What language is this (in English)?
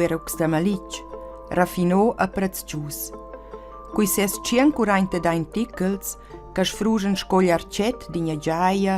Romansh